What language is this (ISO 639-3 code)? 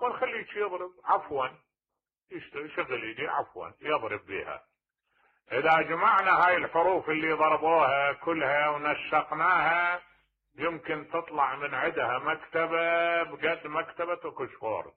acm